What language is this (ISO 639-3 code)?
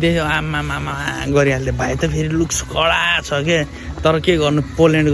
nep